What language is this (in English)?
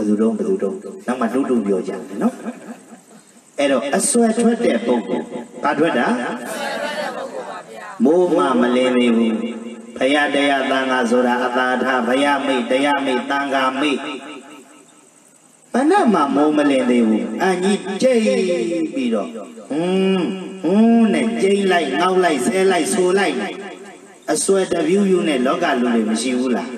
Burmese